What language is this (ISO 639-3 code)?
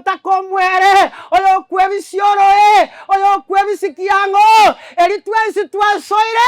guz